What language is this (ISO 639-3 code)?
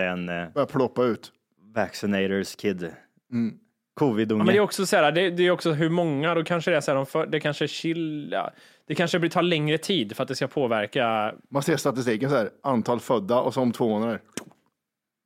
swe